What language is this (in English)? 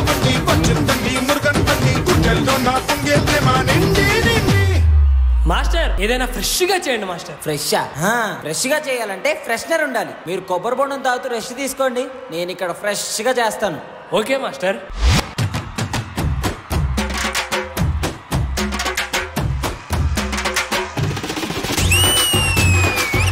Telugu